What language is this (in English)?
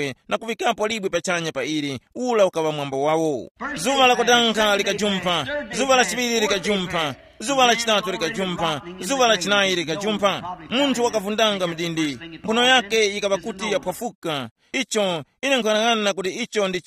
Tumbuka